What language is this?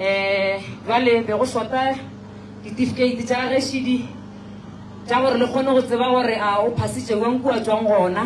Northern Sotho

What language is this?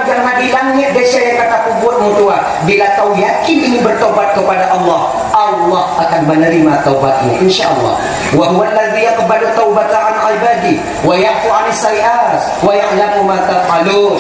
Achinese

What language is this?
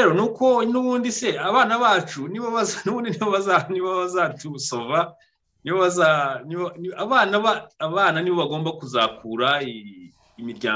Kinyarwanda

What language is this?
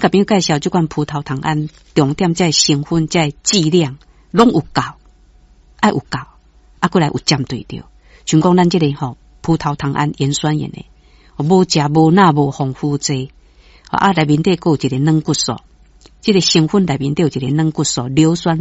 Min Nan Chinese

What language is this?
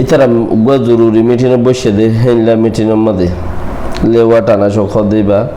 Rohingya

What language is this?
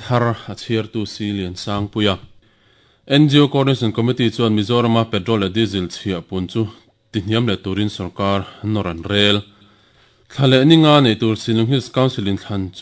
Mizo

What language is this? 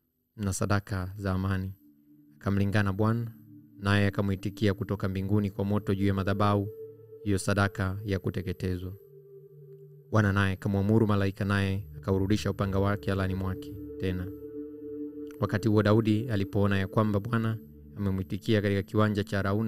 Swahili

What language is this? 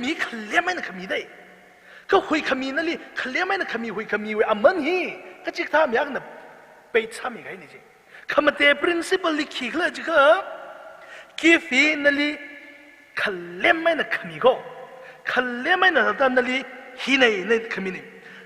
Tangkhul Naga (India)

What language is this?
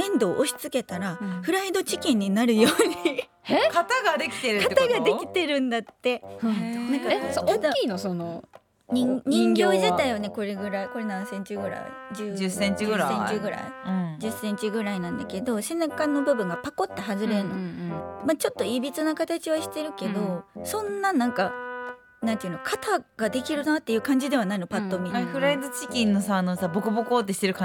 Japanese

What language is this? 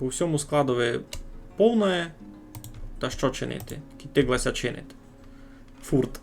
Rusyn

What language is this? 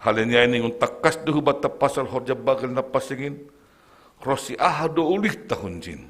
Batak Simalungun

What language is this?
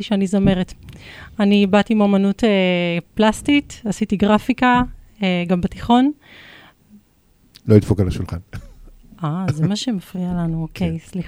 Hebrew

